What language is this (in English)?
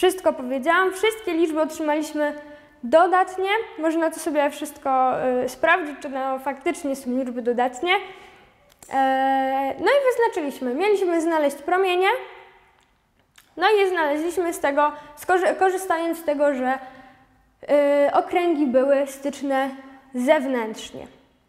Polish